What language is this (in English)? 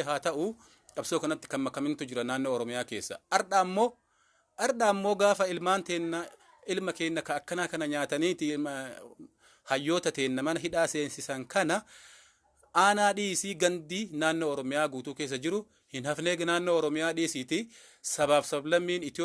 Oromo